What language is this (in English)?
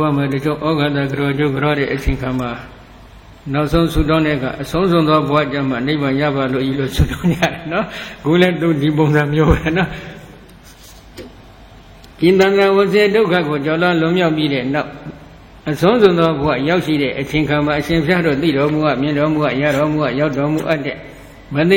Burmese